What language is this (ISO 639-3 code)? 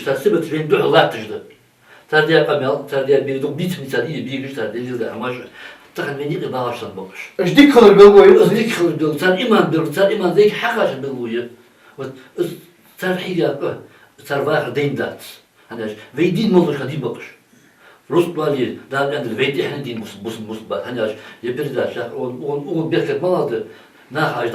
inh